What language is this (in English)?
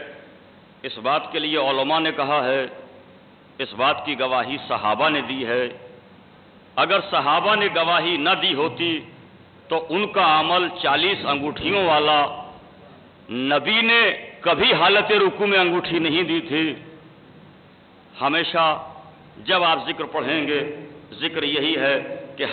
Urdu